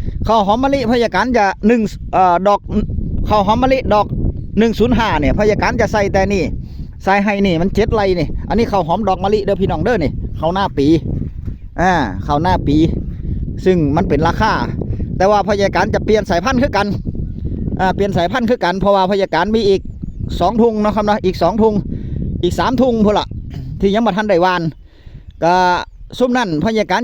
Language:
Northeastern Thai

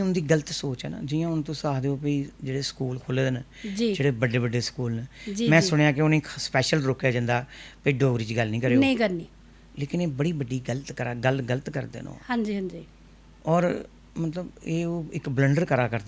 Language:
Dogri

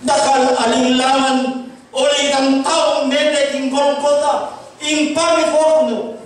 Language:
Pampanga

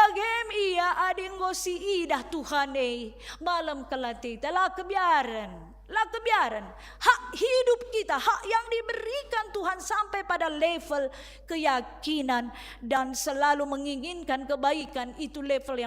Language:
Batak Karo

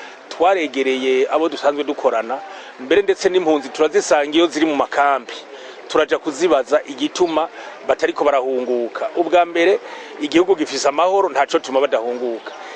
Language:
Rundi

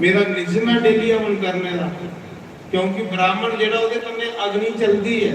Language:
Dogri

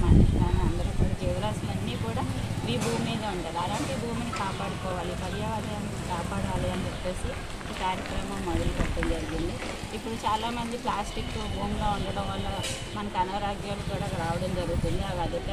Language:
Telugu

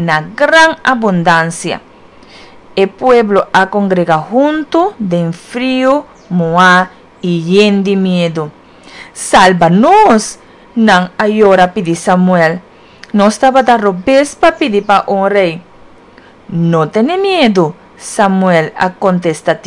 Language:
Papiamento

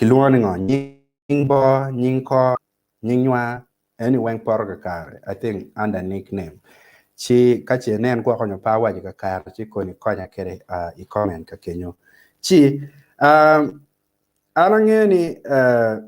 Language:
Acoli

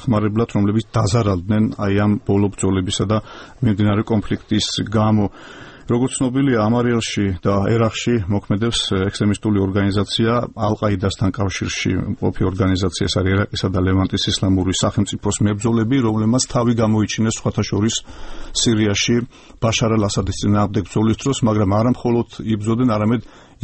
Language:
Georgian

